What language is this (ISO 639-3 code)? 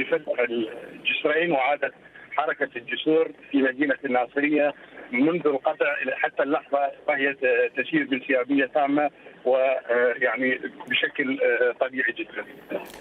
acm